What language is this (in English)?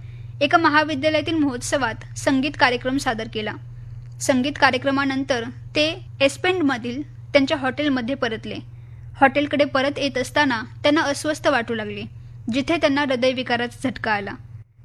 Marathi